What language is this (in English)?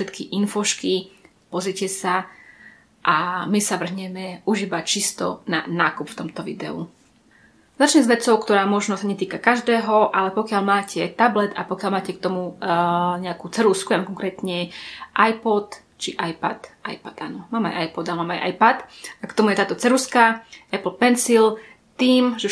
Slovak